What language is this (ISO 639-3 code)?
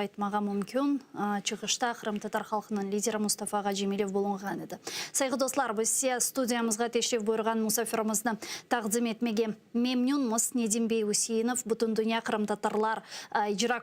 crh